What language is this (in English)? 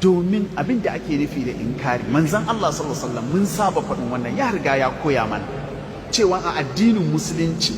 Hausa